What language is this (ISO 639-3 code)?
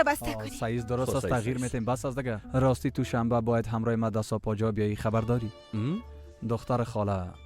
fas